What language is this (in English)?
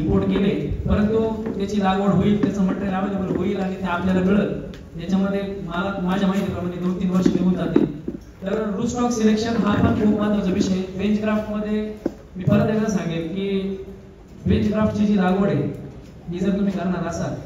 Marathi